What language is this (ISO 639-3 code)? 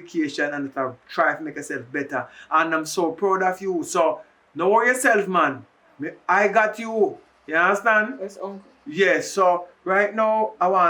jam